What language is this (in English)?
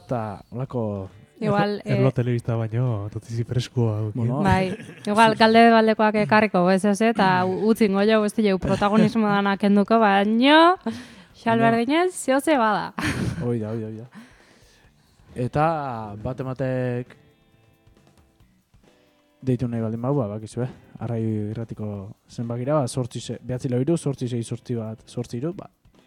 Basque